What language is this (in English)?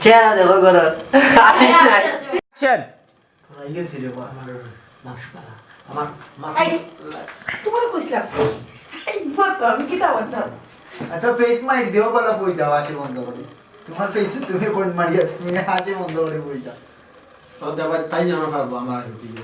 Sylheti